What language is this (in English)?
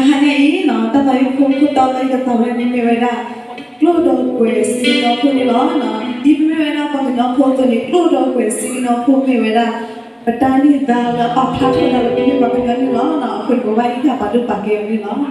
S'gaw Karen